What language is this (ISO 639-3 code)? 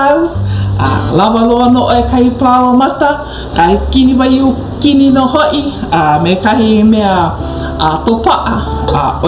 haw